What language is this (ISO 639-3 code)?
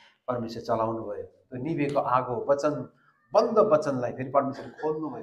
nep